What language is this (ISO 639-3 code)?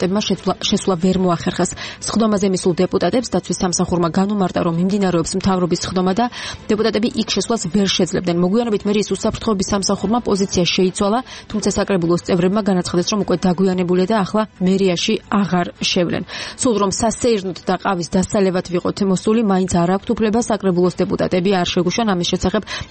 kat